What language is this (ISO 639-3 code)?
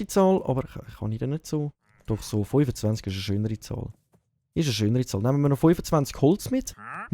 gsw